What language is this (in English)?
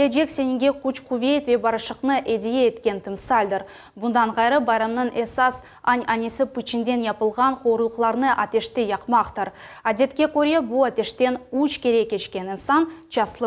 Crimean Tatar